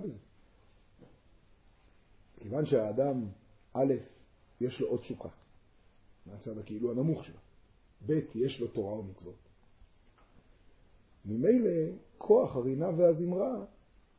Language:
Hebrew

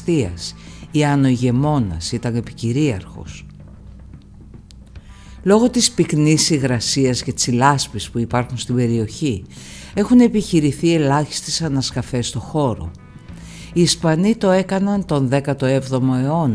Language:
Greek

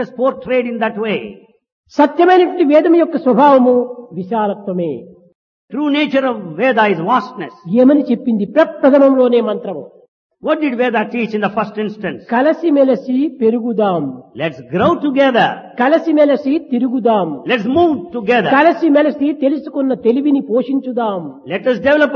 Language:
Telugu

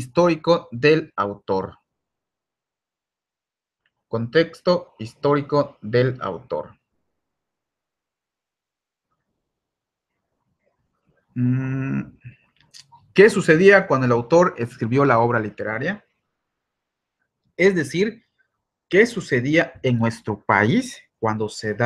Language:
Spanish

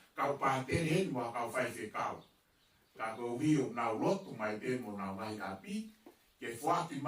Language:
Tongan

